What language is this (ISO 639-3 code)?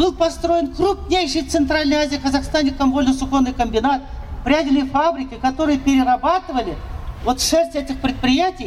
rus